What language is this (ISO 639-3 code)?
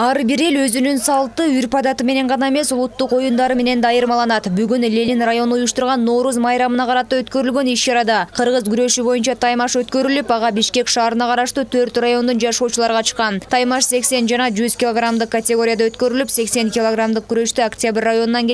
kir